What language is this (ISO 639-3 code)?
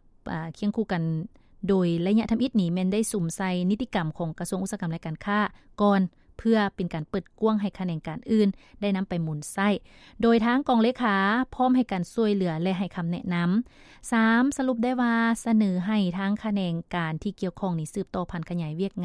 lao